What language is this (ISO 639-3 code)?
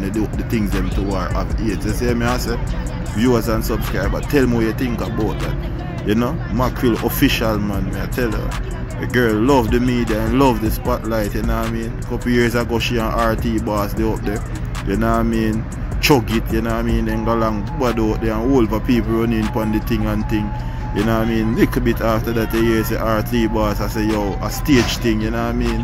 jam